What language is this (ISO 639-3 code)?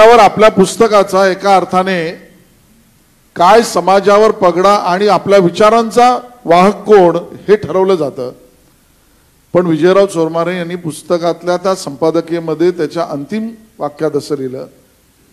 mar